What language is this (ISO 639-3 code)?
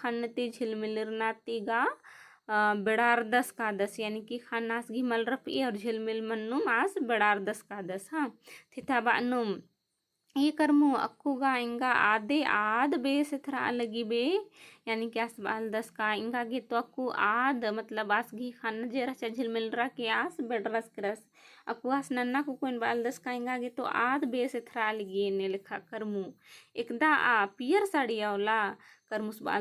kru